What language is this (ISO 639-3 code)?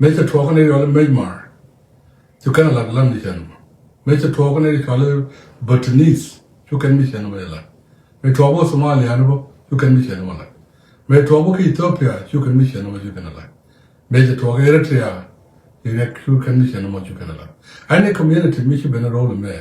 nus